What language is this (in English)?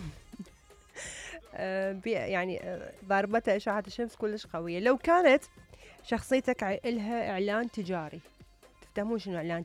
Mesopotamian Arabic